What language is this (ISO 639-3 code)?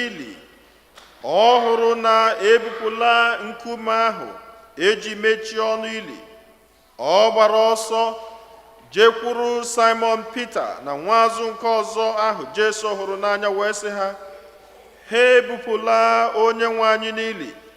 ibo